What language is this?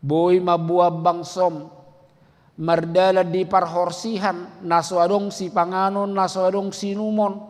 Batak Toba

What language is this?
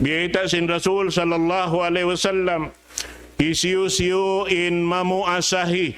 Tausug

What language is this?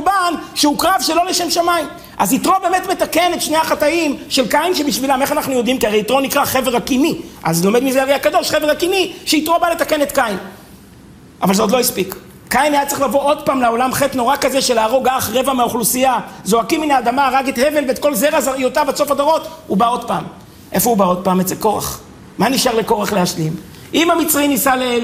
Hebrew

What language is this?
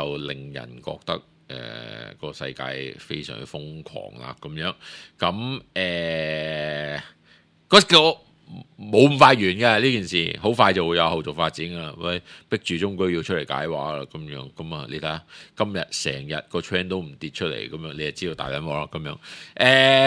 Cantonese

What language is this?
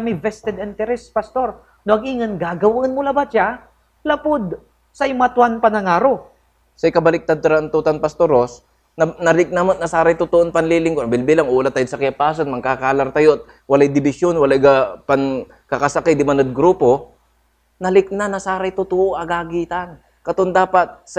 Pangasinan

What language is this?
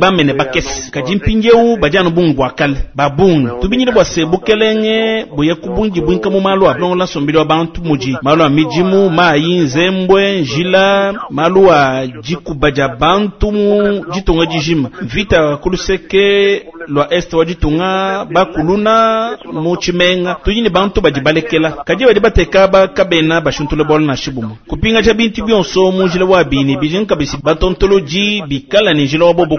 Luba-Lulua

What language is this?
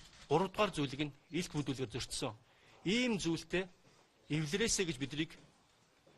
Mongolian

